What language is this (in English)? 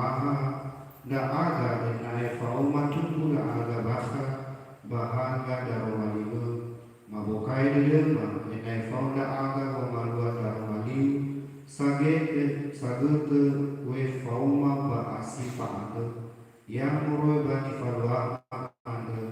Nias